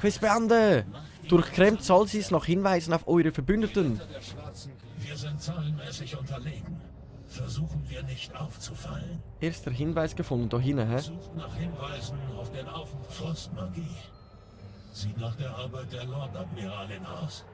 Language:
Swiss German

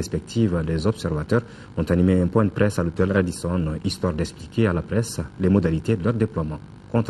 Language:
French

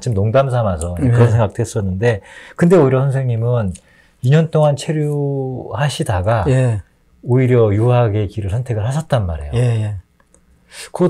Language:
Korean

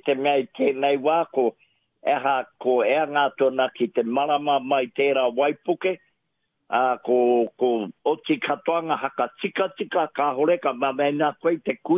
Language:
Māori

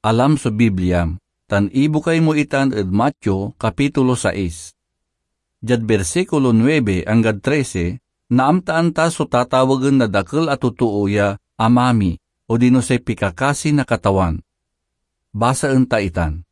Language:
Pangasinan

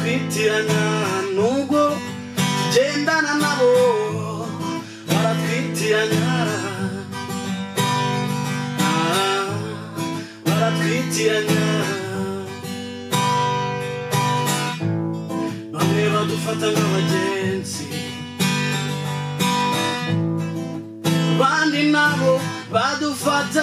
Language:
Kinyarwanda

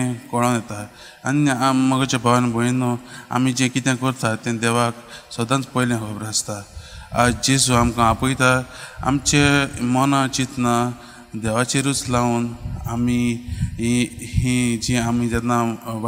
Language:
Konkani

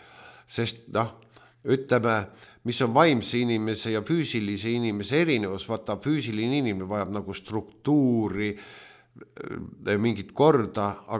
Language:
Estonian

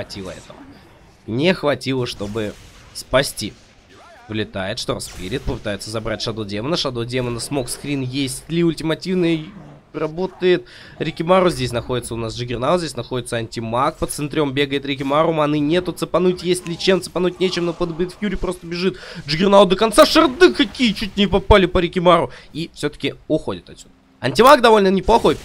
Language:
Russian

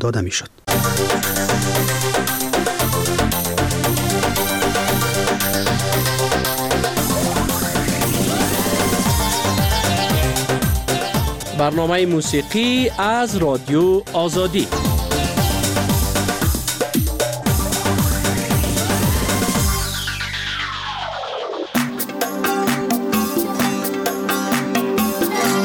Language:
Persian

